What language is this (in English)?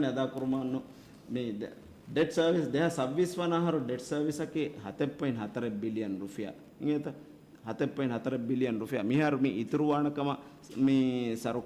Divehi